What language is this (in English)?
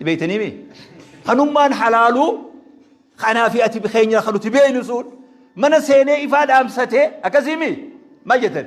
Oromo